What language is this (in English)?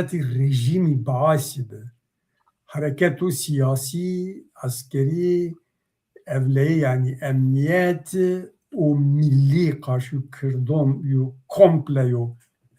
Zaza